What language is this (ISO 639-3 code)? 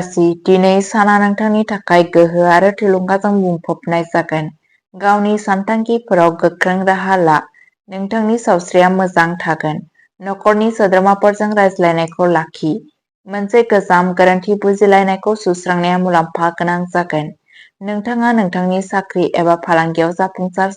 brx